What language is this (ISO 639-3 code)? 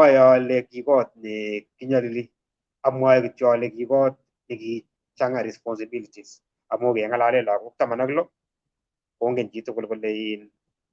kln